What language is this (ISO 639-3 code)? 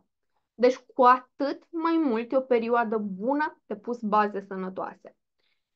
ron